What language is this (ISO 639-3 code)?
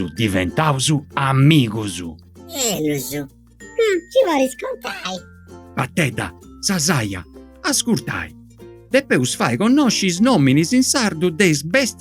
srd